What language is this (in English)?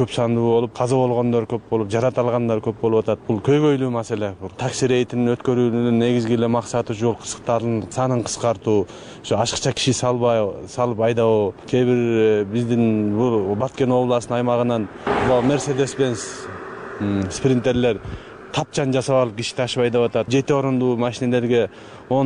Kyrgyz